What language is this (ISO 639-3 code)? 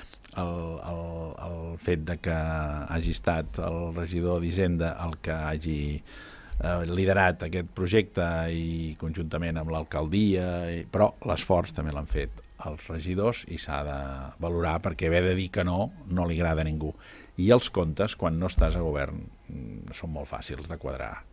cat